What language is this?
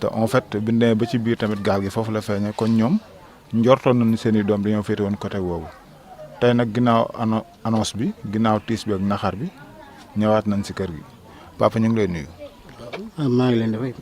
Wolof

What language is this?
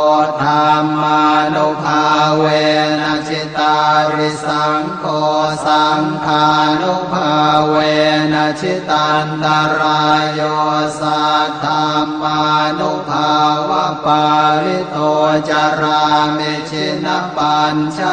Pali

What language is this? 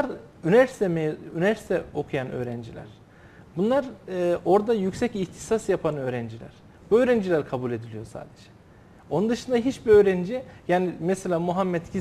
Turkish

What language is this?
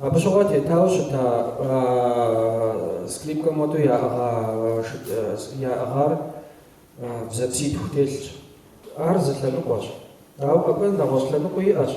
Kabardian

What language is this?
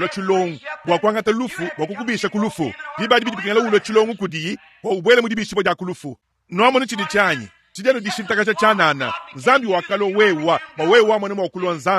Luba-Lulua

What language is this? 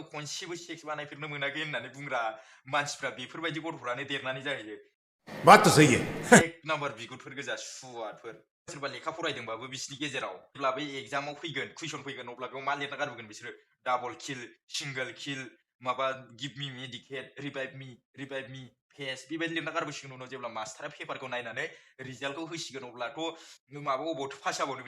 Bodo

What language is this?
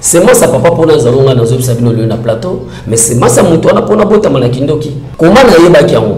Lingala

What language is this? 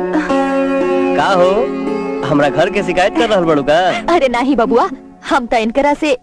Bhojpuri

